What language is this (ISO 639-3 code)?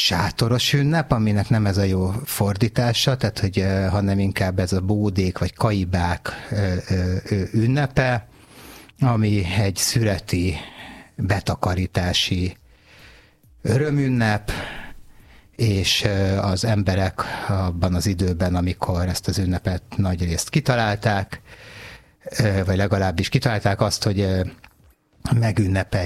hun